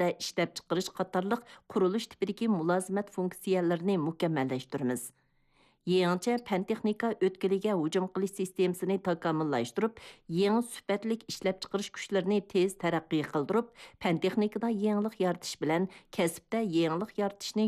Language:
Uyghur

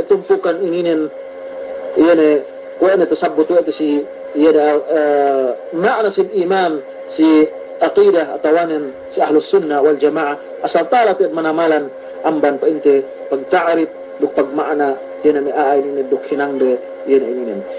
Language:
Yakan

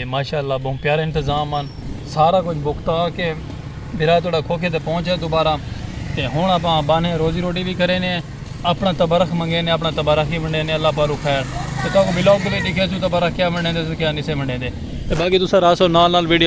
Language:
Saraiki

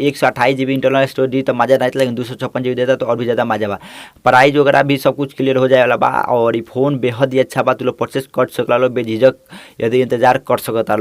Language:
Bhojpuri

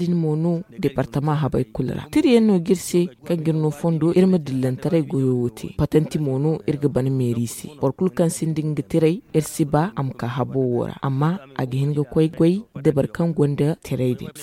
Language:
Zarma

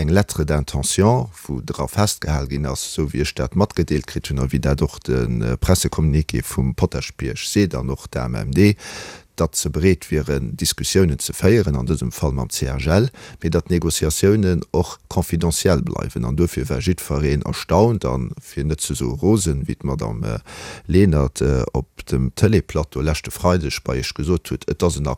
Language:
Luxembourgish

